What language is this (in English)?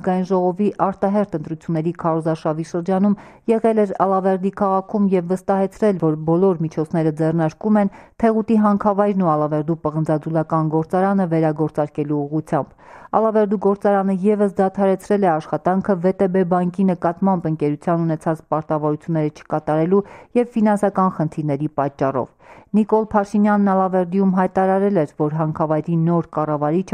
Armenian